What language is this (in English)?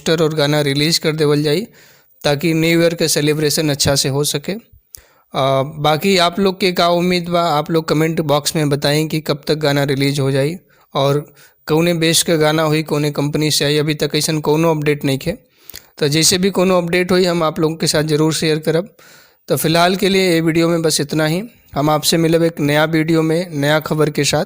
Bhojpuri